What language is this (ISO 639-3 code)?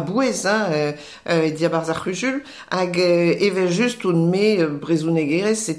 bre